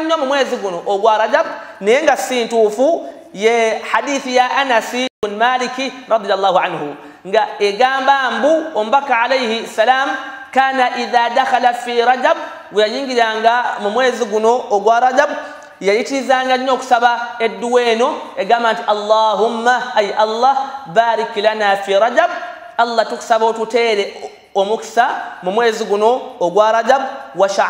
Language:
Ganda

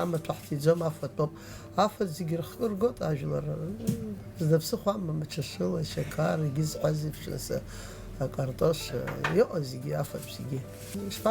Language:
Abkhazian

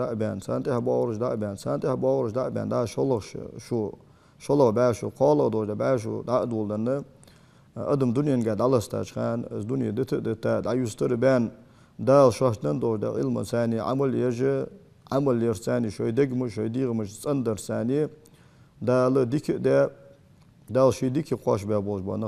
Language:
Ingush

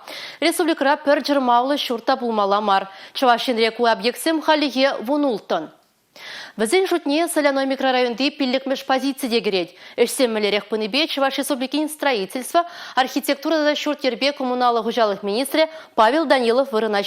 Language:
Chuvash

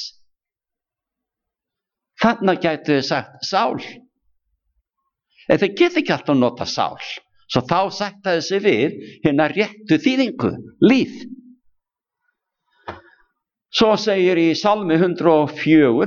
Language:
Icelandic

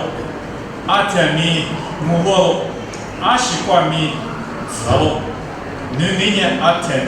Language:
Lisu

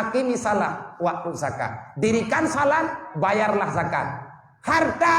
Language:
Achinese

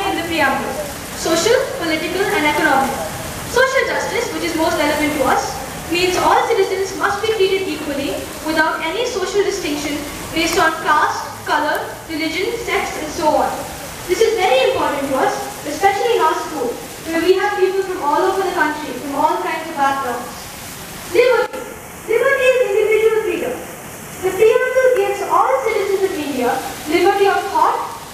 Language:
English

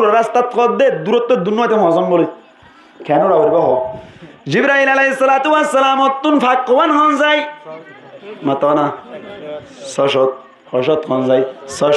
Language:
Rohingya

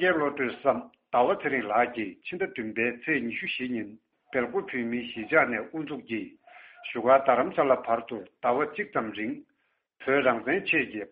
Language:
Tibetan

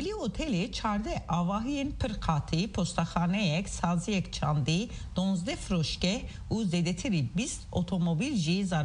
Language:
Kurdish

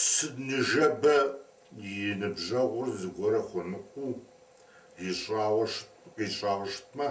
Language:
Kabardian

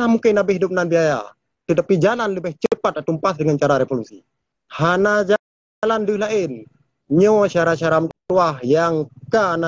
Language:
Achinese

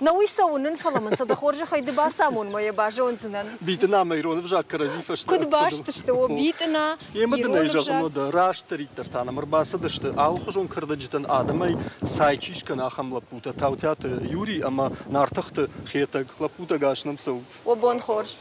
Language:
Ossetic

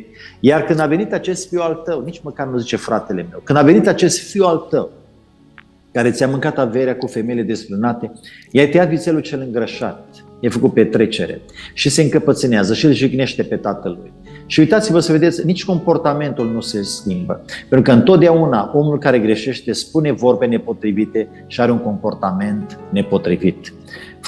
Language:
Romanian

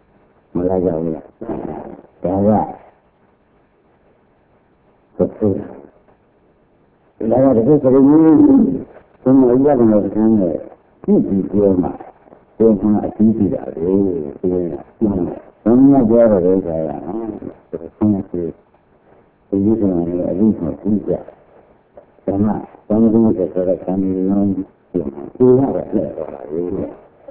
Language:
Burmese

